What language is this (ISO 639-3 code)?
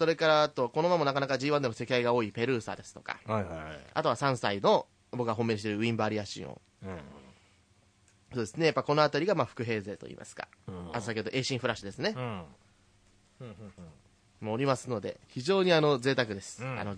jpn